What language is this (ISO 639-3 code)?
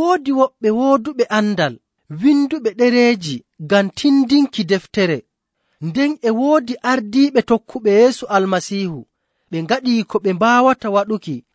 fuv